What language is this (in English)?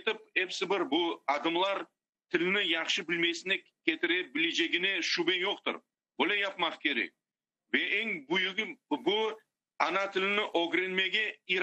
Crimean Tatar